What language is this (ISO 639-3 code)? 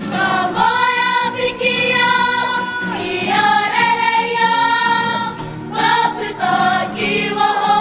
mri